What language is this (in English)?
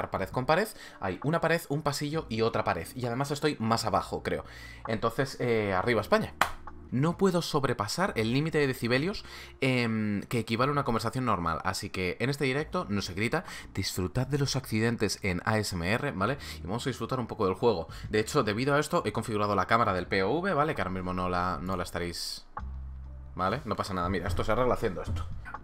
Spanish